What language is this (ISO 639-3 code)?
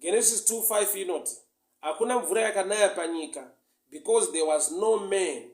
sna